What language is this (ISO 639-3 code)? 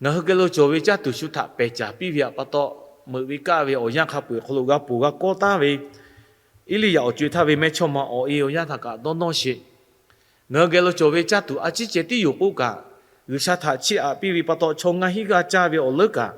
lhu